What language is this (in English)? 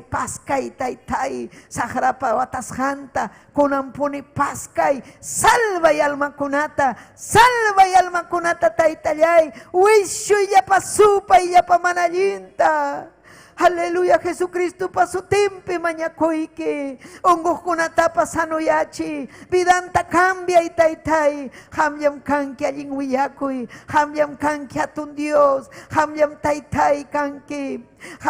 Ayacucho Quechua